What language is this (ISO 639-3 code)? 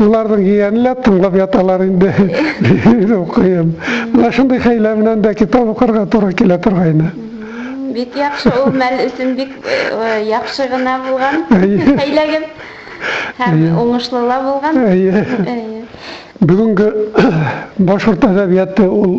bak